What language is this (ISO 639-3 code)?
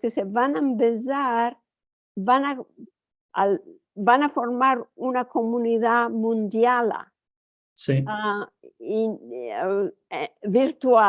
lad